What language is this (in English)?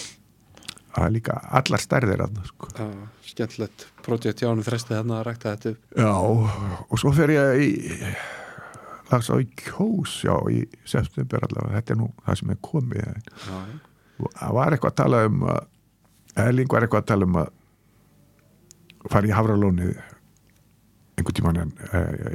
Icelandic